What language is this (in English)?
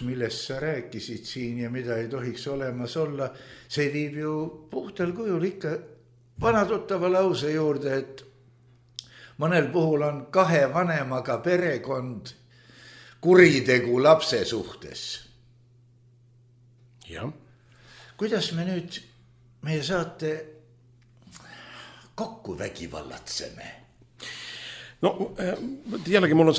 Estonian